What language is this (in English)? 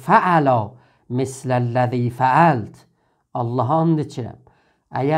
South Azerbaijani